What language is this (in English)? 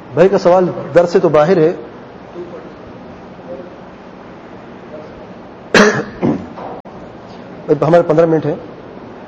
Urdu